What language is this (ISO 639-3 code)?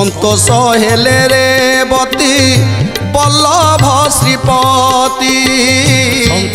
ori